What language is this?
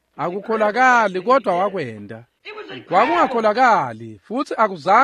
Swati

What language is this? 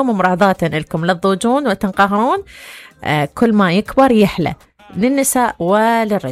Mesopotamian Arabic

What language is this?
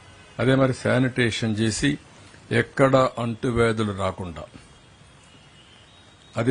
Telugu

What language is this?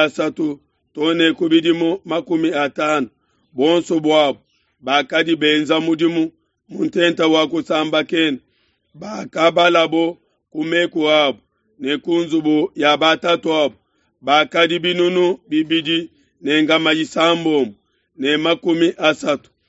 Luba-Lulua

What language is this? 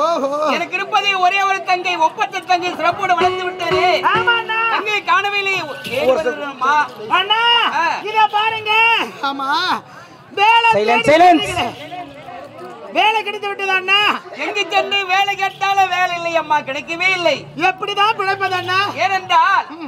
Tamil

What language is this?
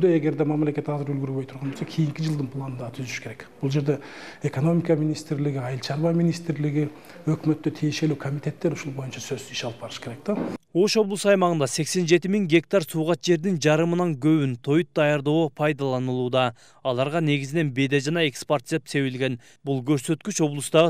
Kyrgyz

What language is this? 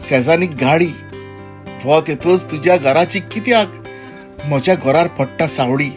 Konkani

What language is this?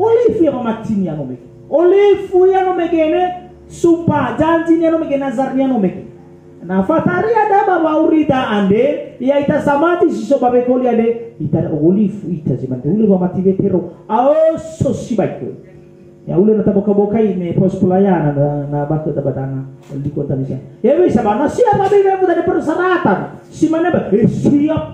Nias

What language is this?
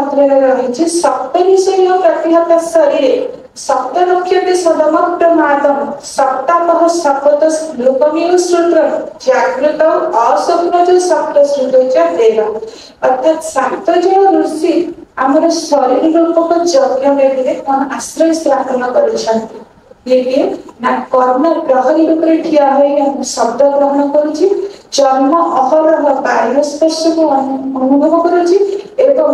Odia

